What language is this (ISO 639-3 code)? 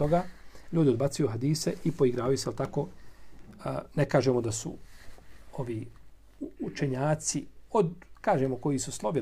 bos